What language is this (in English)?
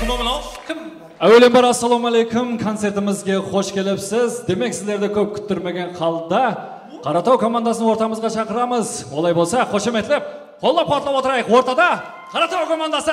Kara-Kalpak